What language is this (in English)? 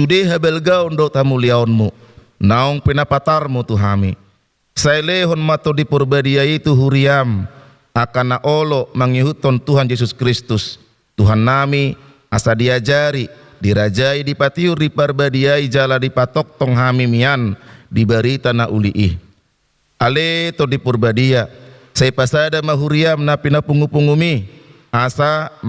Batak Toba